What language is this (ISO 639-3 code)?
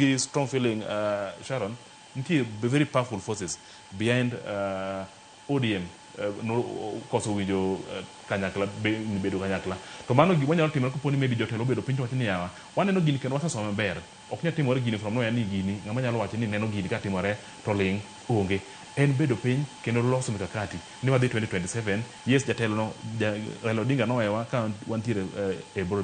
luo